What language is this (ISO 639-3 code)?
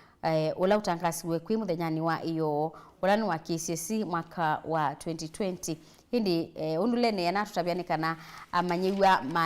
kam